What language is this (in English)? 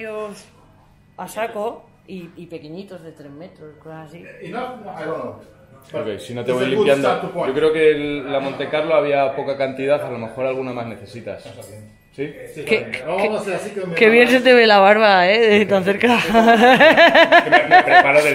Spanish